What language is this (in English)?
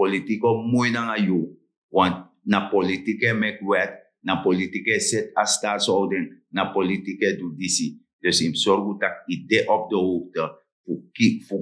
Sranan Tongo